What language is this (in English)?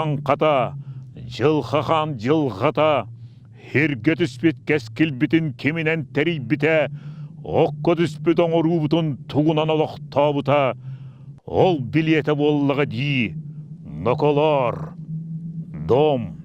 Yakut